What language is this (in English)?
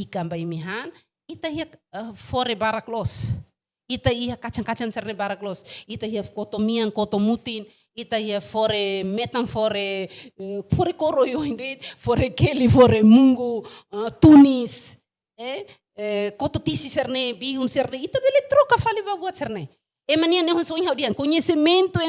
Tetum